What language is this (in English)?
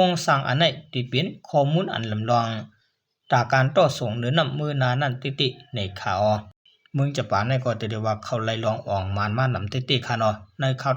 Shan